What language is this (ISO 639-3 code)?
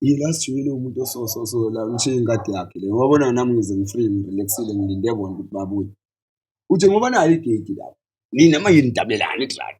zul